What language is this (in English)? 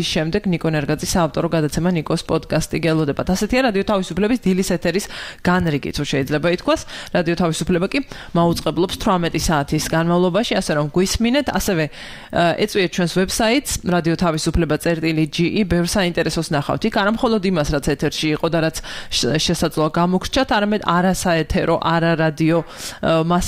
Georgian